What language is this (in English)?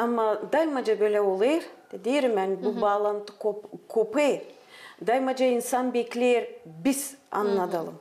Gagauz